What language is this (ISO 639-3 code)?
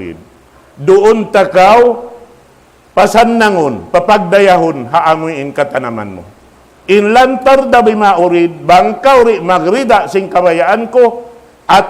tsg